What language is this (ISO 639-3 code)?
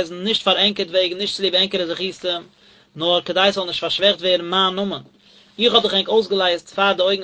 yid